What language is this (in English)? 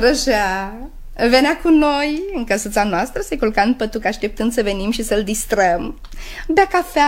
Romanian